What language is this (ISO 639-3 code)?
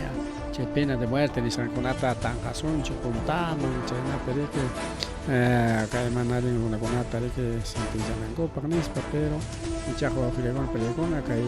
quy